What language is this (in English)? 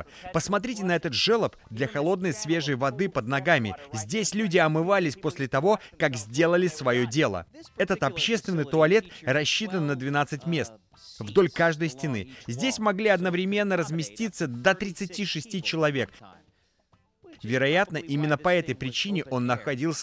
Russian